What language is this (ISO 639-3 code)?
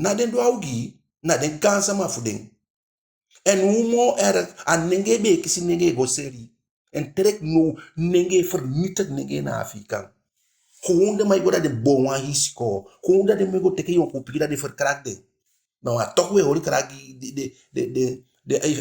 djk